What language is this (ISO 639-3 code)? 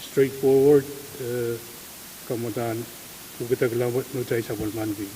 pon